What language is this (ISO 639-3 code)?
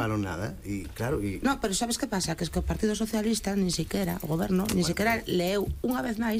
glg